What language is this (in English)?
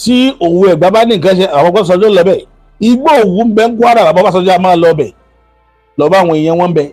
Yoruba